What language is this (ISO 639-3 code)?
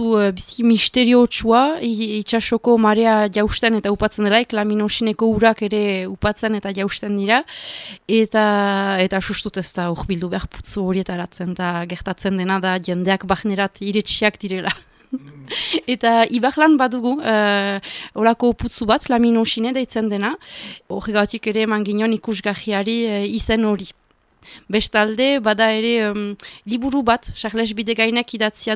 eus